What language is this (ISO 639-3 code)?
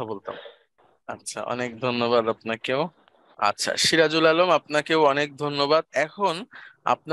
ben